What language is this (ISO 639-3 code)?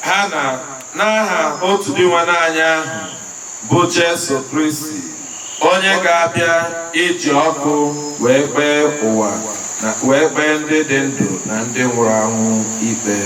ibo